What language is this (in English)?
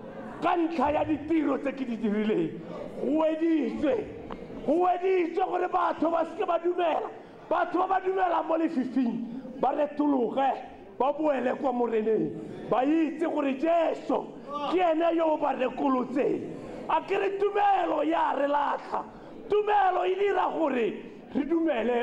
Tswana